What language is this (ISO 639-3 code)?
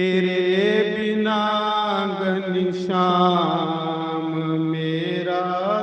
doi